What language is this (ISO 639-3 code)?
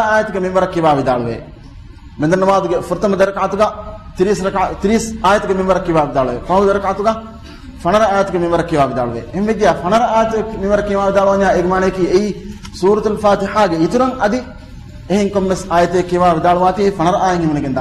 div